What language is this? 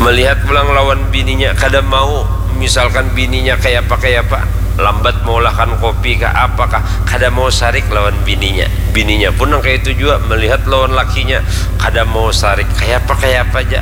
Banjar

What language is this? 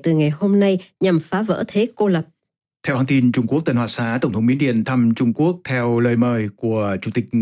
Vietnamese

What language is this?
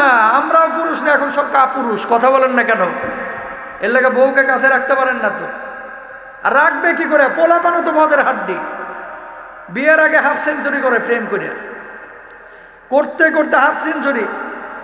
Bangla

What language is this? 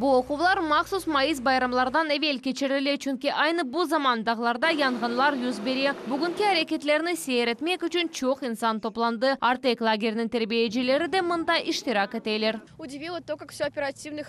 Crimean Tatar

